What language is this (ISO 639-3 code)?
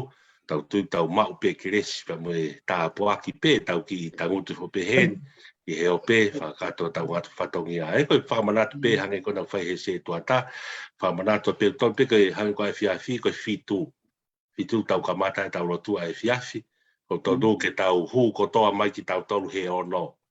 ton